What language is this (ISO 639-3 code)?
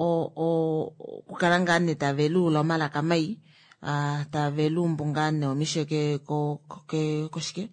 kua